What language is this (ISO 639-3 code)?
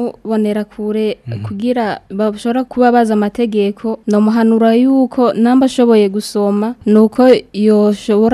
run